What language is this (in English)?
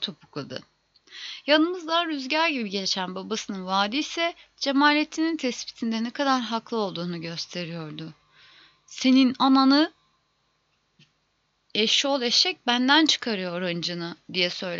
Turkish